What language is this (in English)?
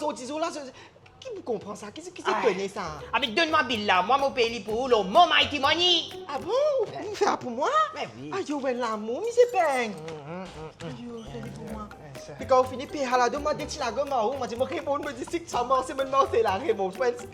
Morisyen